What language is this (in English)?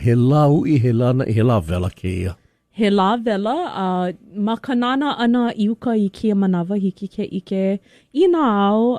Hawaiian